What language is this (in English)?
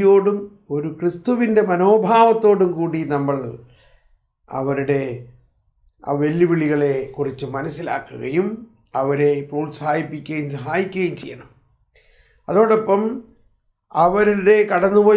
Malayalam